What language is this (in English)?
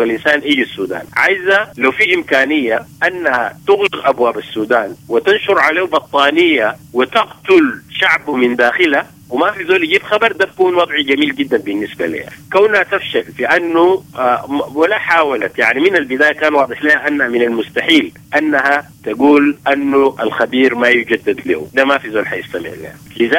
Sudanese Arabic